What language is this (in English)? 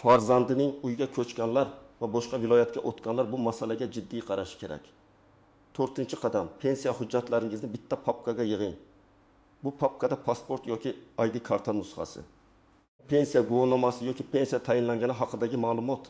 Uzbek